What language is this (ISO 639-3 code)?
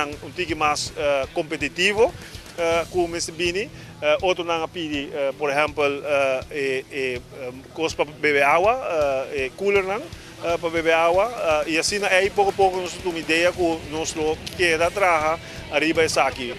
pap